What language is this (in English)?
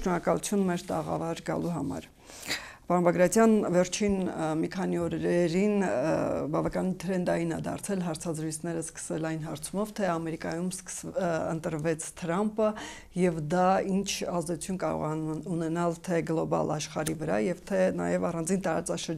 Armenian